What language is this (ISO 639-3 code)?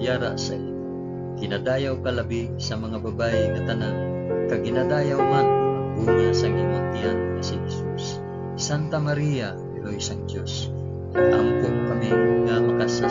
hil